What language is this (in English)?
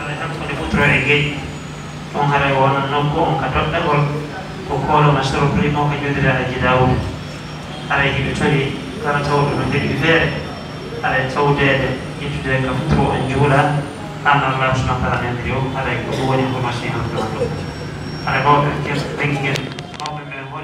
Pular